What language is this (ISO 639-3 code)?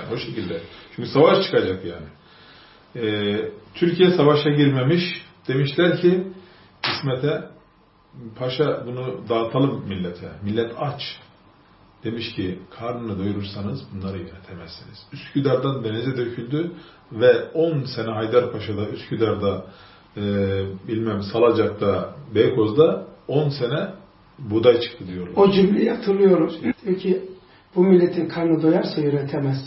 tur